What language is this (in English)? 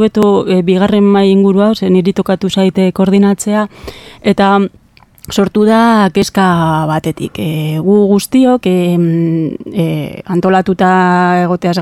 Basque